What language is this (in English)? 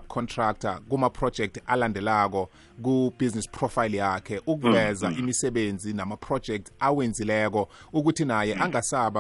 South Ndebele